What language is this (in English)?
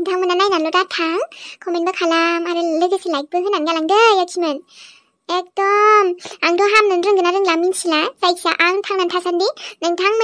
Bodo